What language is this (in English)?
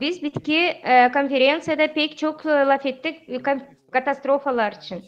Gagauz